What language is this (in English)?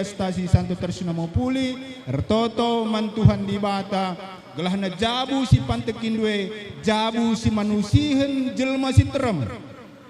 Batak Karo